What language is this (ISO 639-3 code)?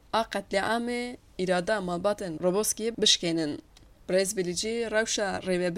kur